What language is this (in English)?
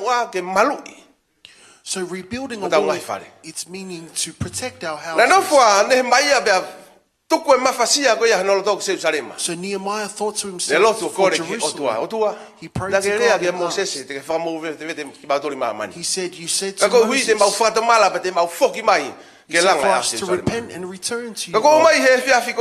Tongan